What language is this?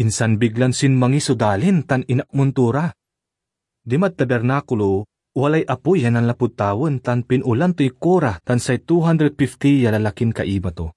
Pangasinan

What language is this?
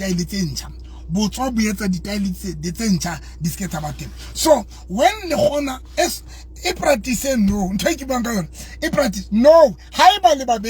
Southern Sotho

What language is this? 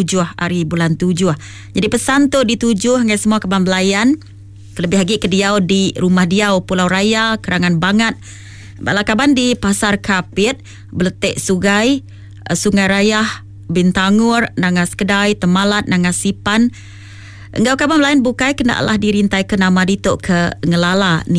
Iban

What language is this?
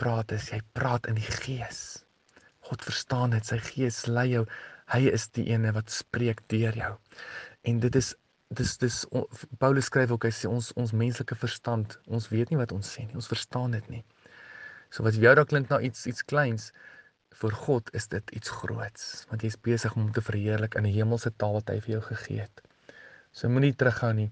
Afrikaans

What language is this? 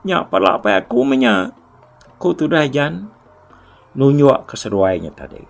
Iban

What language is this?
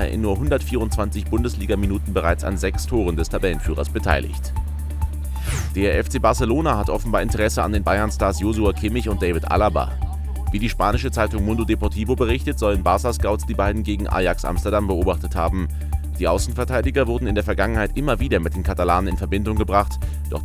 German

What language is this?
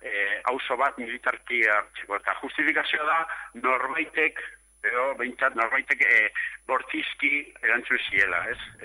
Basque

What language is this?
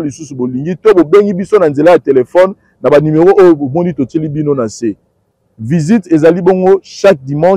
Lingala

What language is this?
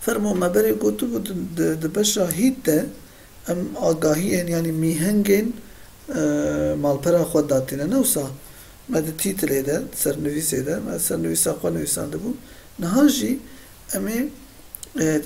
Kurdish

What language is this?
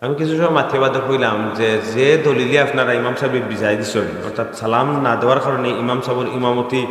Sylheti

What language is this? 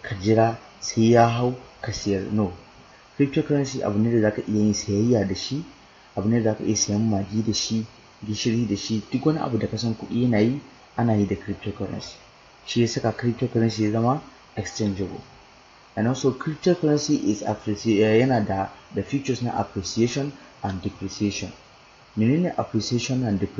Hausa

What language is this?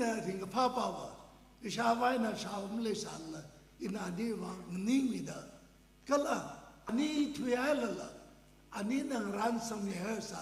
Tangkhul Naga (India)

